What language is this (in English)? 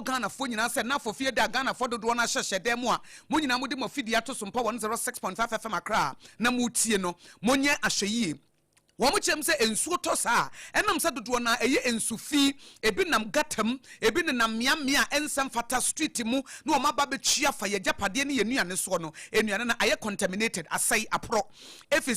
Akan